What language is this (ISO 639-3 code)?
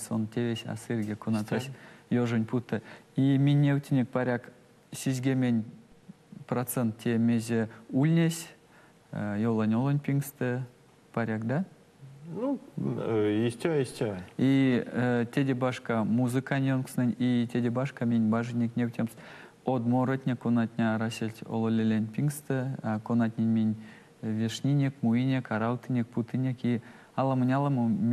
myv